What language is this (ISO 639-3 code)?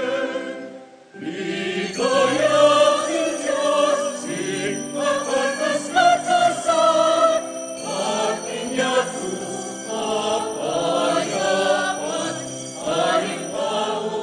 pam